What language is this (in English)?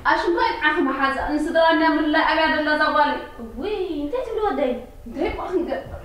Tigrinya